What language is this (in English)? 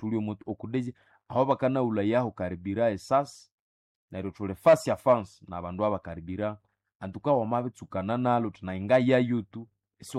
Nande